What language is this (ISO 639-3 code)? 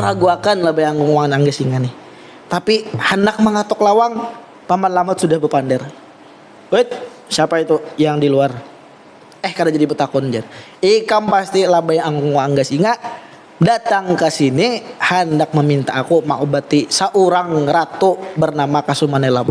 bjn